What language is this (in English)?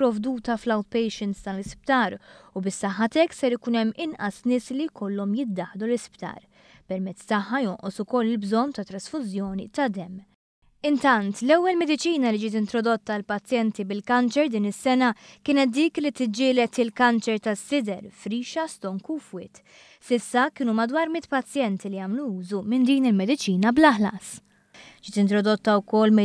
Maltese